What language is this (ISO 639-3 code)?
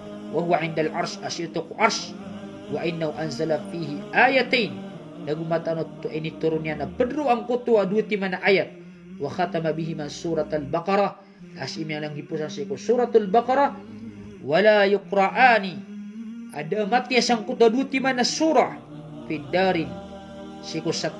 mrw